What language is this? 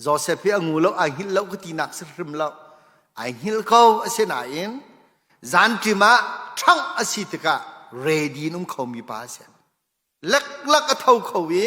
Hakha Chin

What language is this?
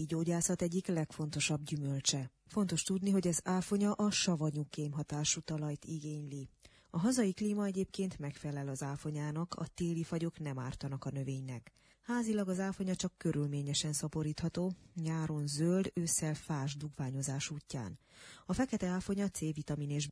Hungarian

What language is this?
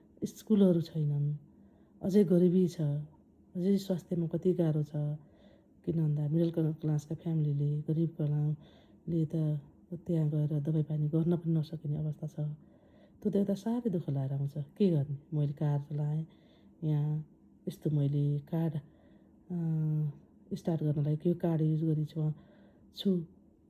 Nepali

